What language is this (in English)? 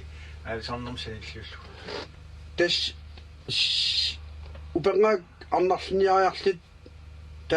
Kalaallisut